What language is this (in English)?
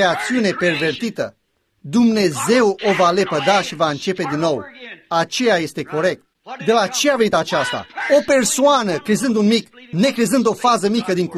Romanian